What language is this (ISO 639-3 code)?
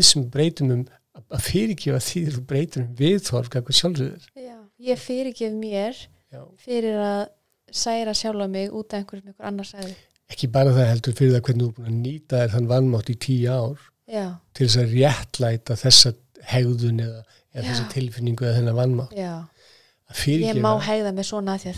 isl